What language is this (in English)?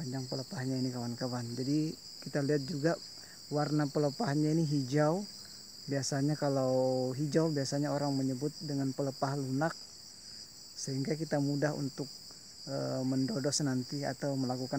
Indonesian